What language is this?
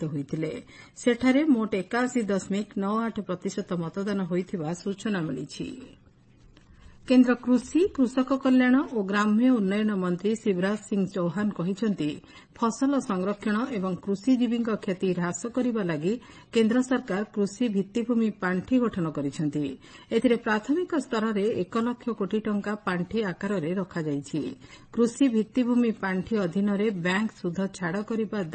Odia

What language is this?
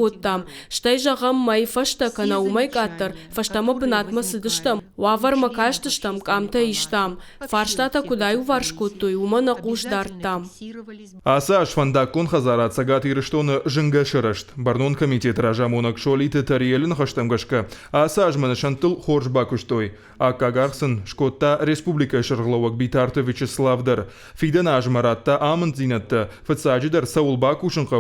Ossetic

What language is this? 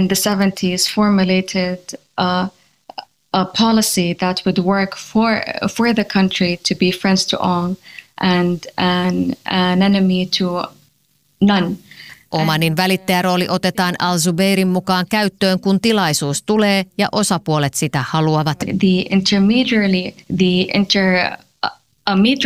Finnish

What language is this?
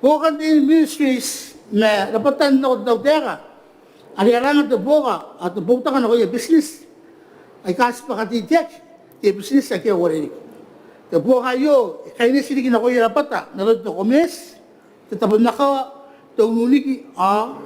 Gilbertese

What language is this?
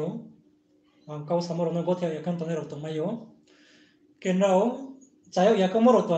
Riang (India)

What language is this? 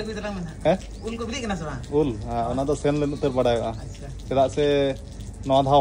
Santali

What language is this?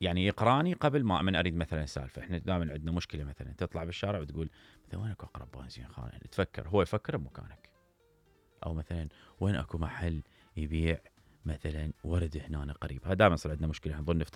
Mesopotamian Arabic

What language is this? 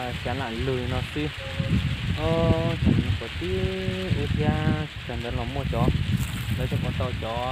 Hmong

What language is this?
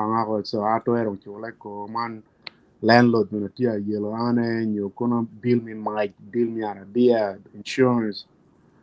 Acoli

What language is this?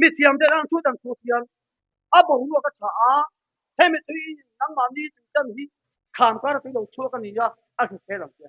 Mizo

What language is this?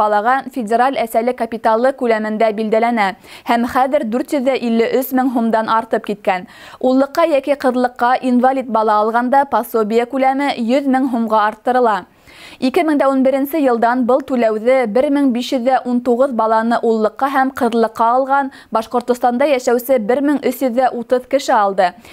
Bashkir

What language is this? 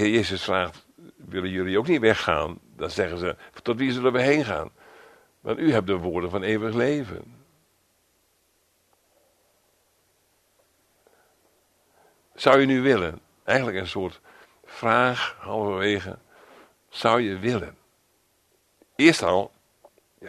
Dutch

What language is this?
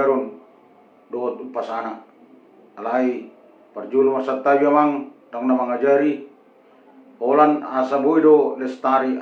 Batak Toba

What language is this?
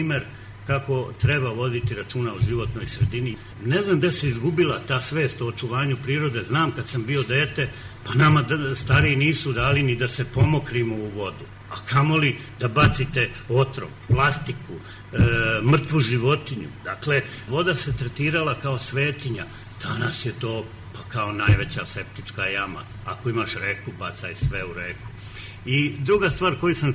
Serbian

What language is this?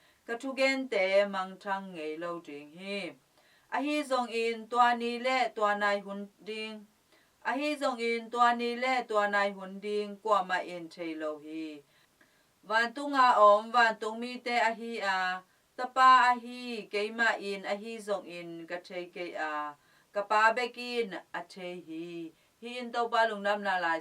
Tedim Chin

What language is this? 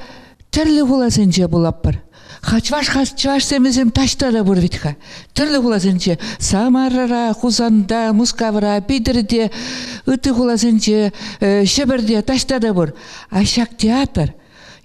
Chuvash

